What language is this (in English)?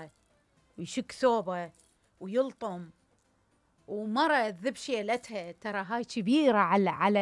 Mesopotamian Arabic